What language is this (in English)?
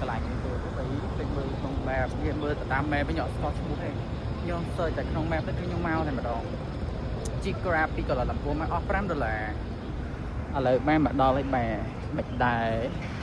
Khmer